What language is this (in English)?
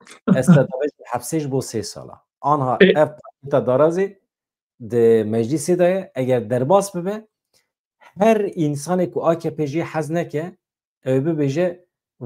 Kurdish